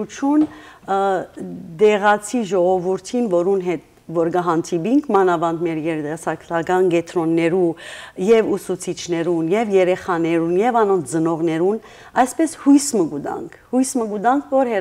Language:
Western Armenian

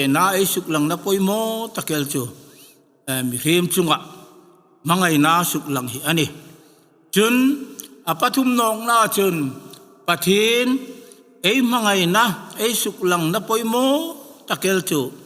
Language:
Hmar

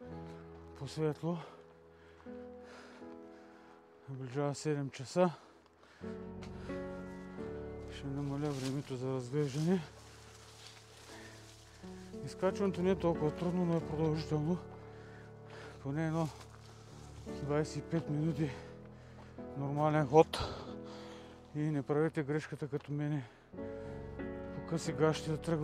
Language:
Bulgarian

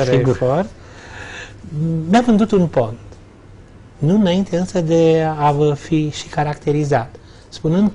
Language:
Romanian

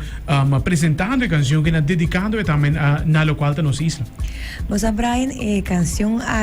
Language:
Papiamento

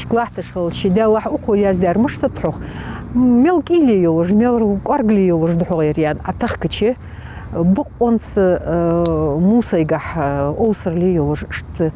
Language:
Ingush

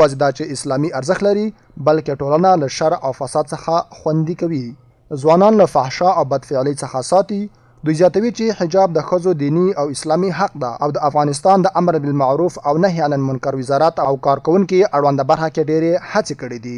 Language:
Pashto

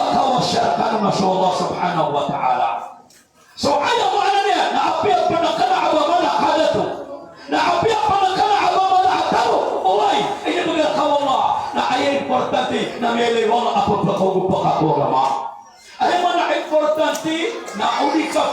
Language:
Maranao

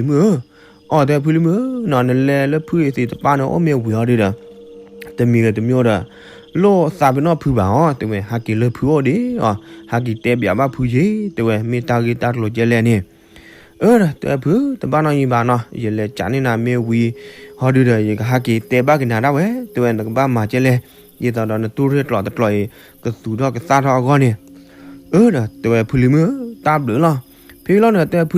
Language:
S'gaw Karen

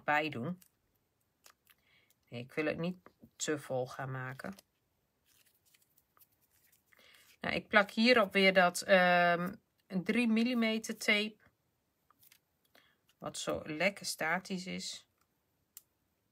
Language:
Dutch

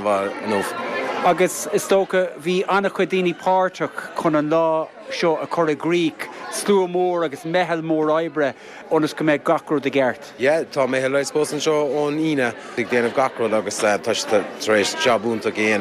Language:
Irish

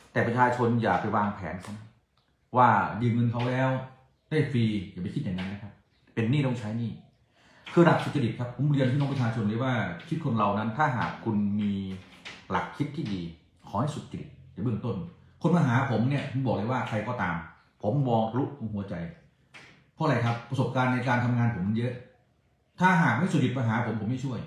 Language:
Thai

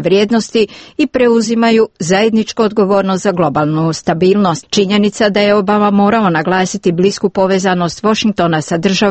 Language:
Serbian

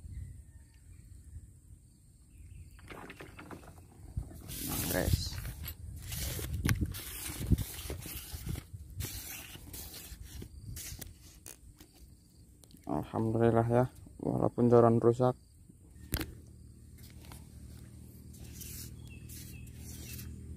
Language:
Indonesian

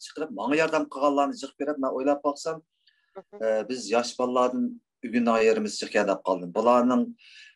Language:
Uyghur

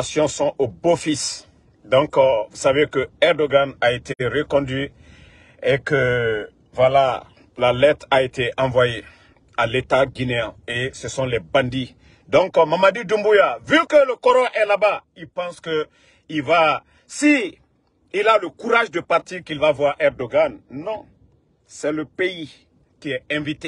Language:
French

